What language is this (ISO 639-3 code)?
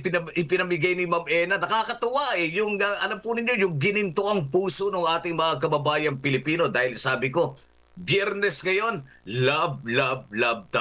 fil